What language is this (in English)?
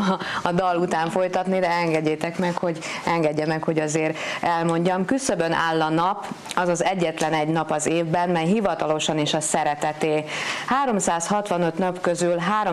Hungarian